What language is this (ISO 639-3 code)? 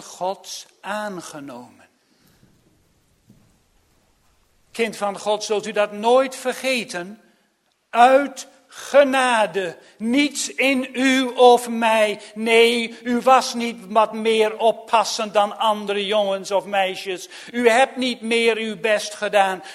nld